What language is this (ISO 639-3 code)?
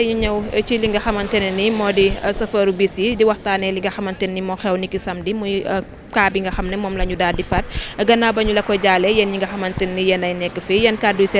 wol